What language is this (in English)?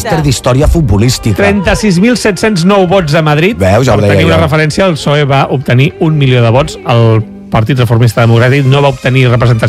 Catalan